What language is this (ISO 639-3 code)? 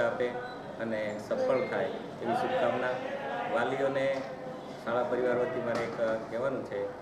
guj